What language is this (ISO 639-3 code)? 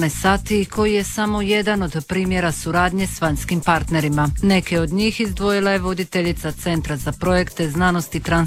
hrv